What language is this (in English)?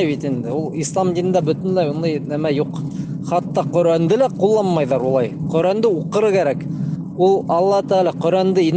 Bashkir